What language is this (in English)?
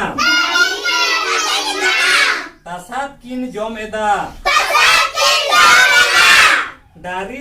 Santali